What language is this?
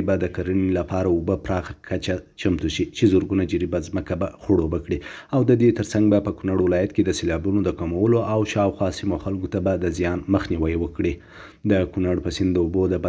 Pashto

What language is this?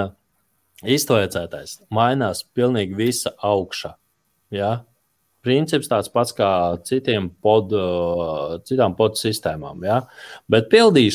Latvian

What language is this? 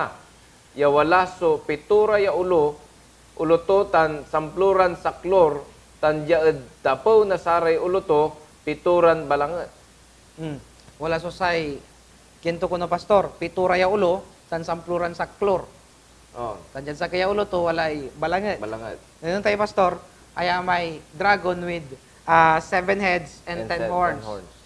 Pangasinan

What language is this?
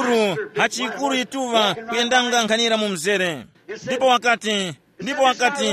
Tumbuka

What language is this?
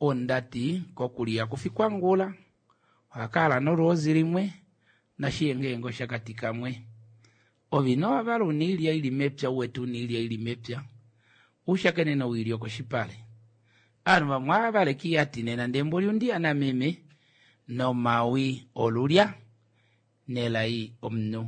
Kuanyama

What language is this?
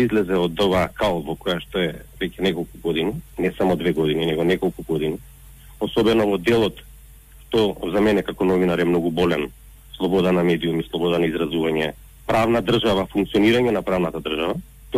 Macedonian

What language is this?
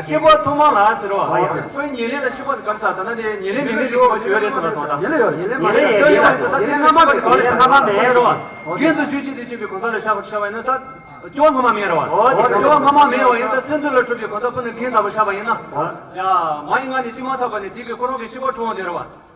Tibetan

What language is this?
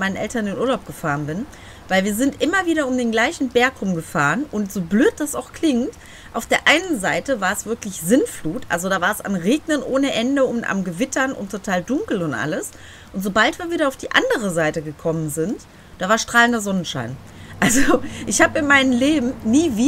German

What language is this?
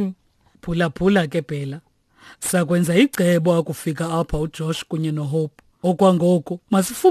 Xhosa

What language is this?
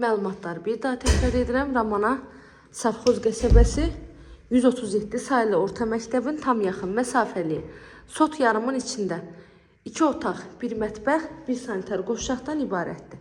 Azerbaijani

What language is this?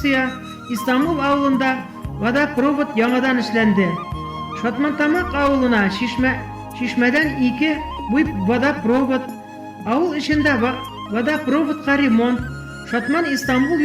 Bashkir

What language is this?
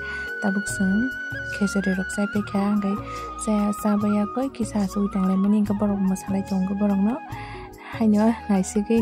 Kok Borok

